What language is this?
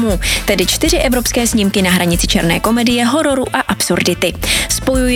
Czech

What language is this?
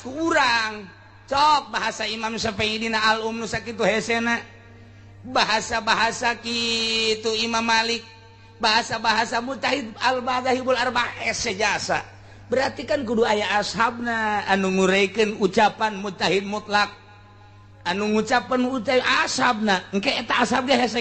Sundanese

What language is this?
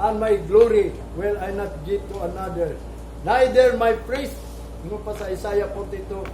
Cebuano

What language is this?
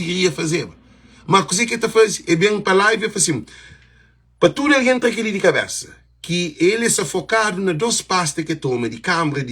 Kabuverdianu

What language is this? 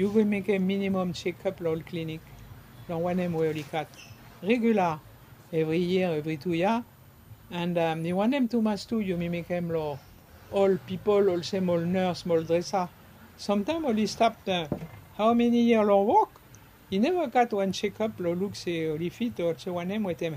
Bislama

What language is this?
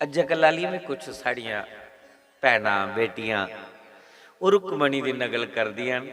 Dogri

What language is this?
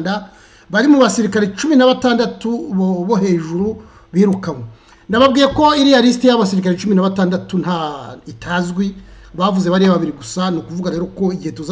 Kinyarwanda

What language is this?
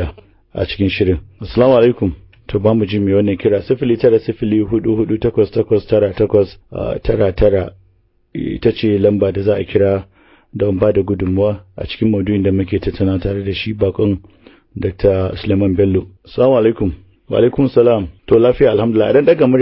Hausa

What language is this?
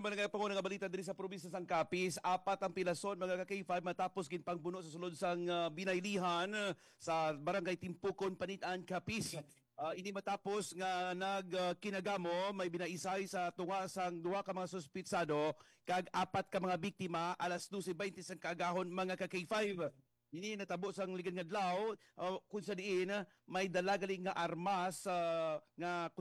Hiligaynon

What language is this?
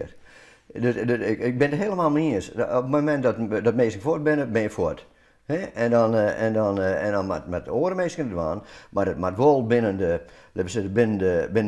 Western Frisian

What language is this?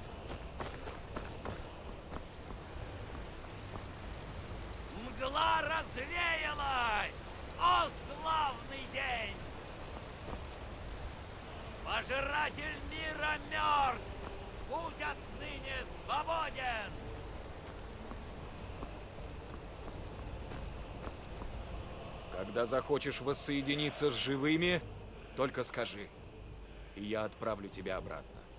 Russian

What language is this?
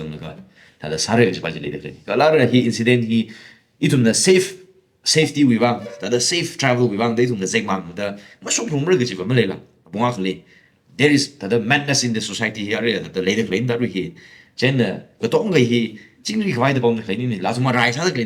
Tangkhul Naga (India)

